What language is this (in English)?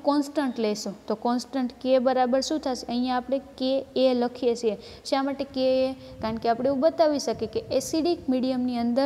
Gujarati